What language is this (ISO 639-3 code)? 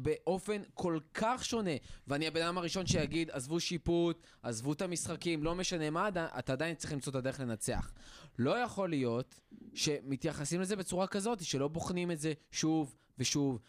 heb